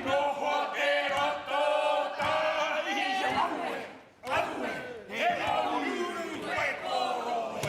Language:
Māori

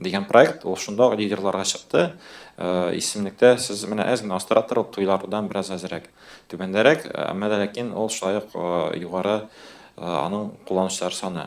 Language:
Tatar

